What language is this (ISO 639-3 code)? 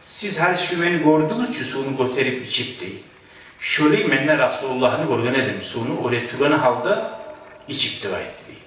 kum